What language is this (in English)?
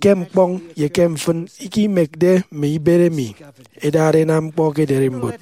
Efik